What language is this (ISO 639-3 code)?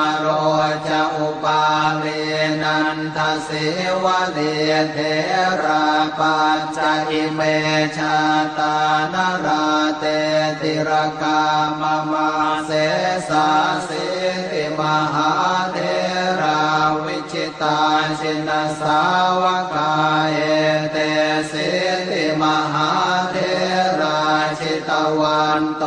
pli